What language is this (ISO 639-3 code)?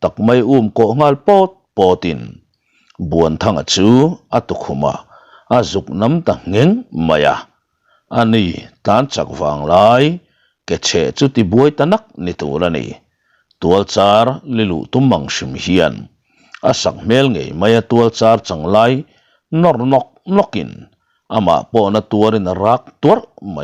lus